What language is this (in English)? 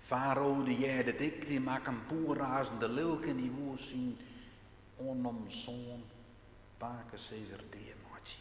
Western Frisian